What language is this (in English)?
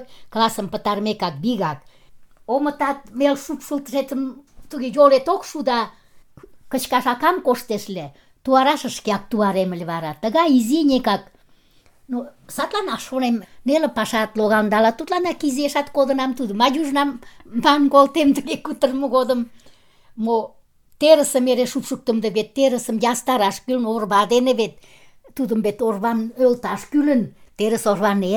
Mari